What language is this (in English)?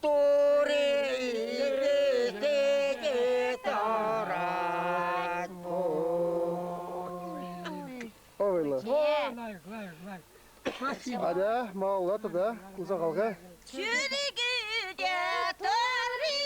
Chuvash